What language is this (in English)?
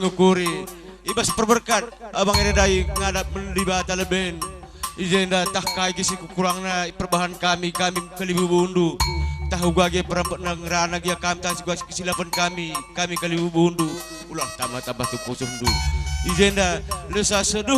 Batak Karo